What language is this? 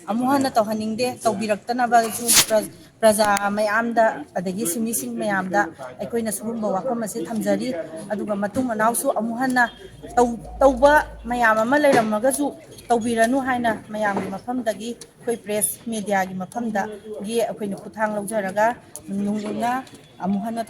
Manipuri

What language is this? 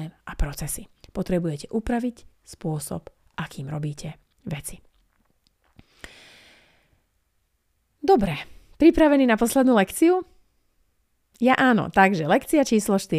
Slovak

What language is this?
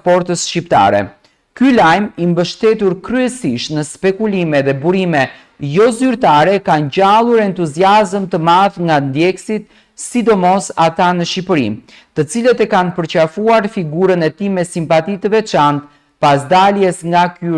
Albanian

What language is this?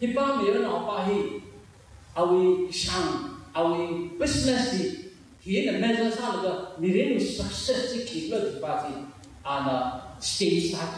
Tangkhul Naga (India)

